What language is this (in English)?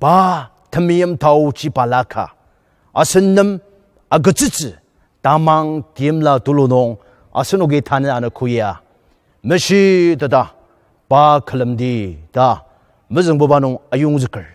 Ao Naga